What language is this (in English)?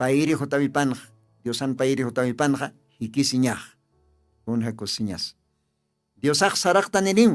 Aymara